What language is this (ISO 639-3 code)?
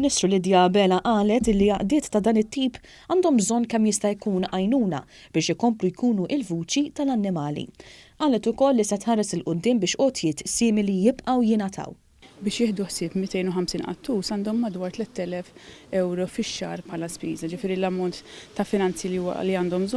mlt